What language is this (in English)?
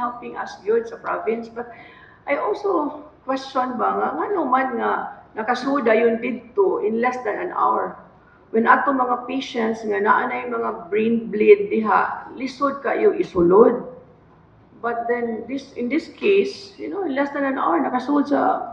Cebuano